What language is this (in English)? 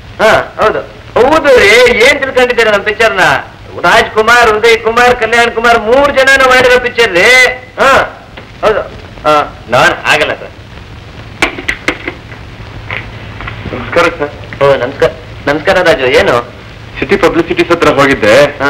Kannada